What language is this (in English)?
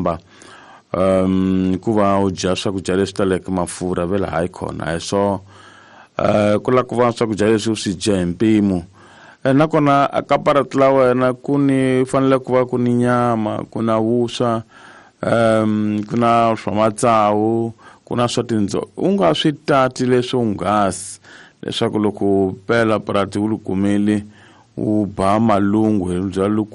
Tsonga